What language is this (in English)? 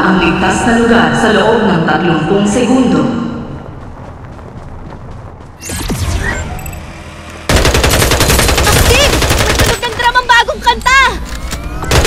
Filipino